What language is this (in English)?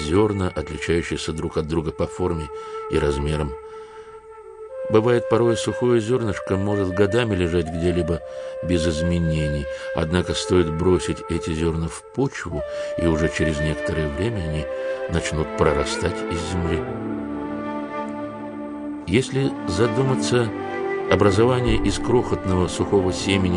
Russian